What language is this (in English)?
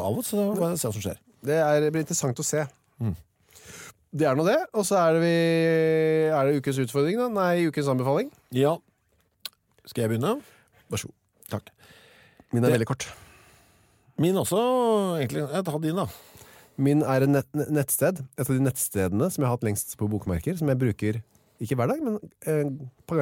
Norwegian